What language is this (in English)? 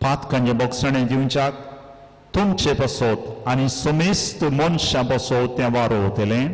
Konkani